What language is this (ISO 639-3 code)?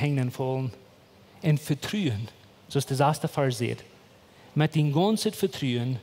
pdt